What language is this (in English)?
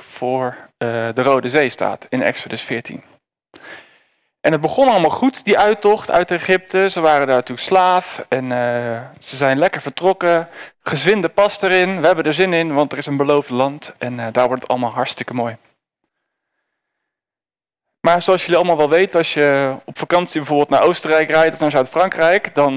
Dutch